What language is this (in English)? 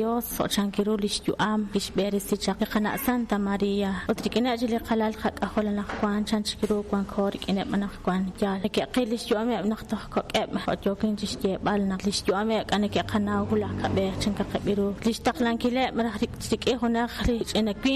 Kekchí